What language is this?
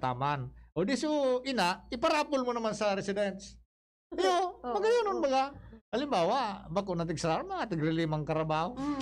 Bikol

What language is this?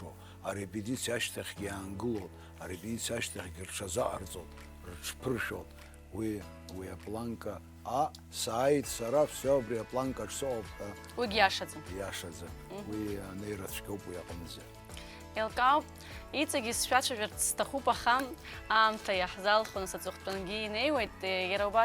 Abkhazian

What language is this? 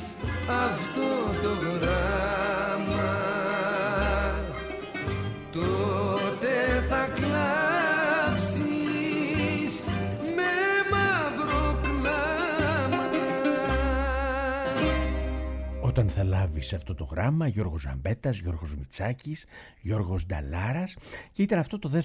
Greek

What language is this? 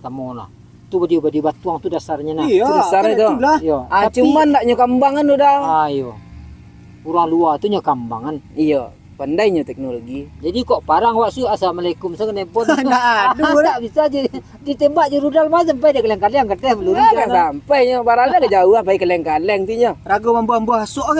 Minangkabau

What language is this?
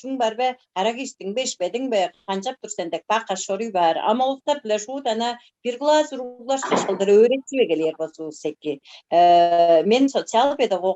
Tuvinian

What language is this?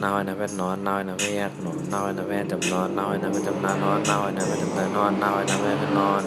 Shan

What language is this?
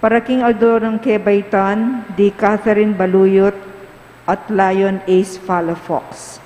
Pampanga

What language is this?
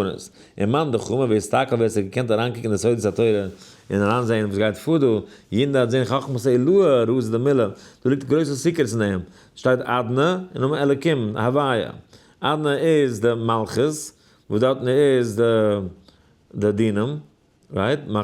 Yiddish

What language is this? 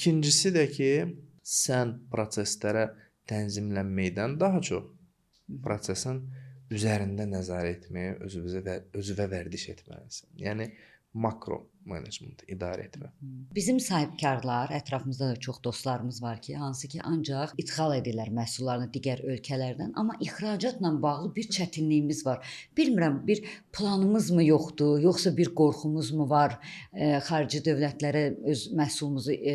Azerbaijani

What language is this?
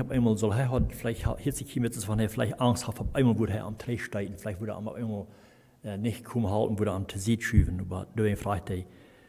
Plautdietsch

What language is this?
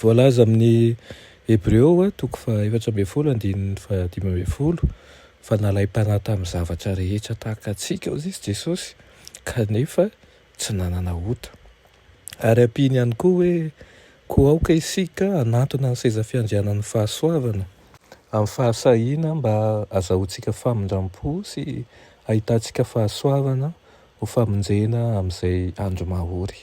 Malagasy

